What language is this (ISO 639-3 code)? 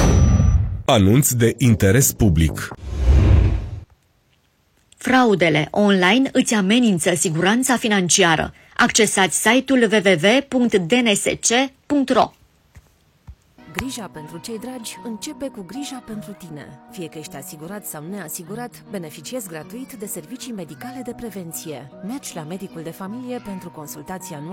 ron